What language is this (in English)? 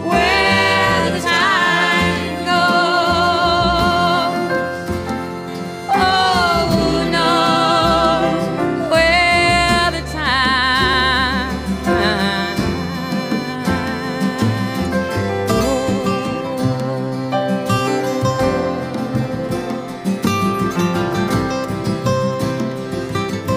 English